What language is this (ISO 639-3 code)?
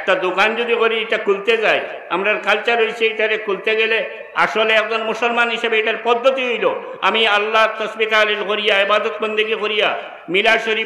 syl